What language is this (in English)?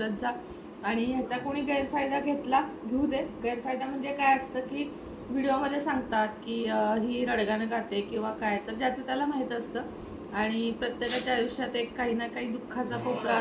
Marathi